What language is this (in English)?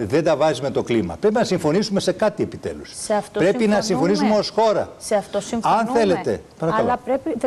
Greek